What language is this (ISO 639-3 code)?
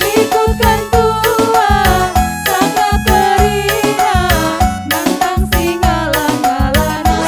btx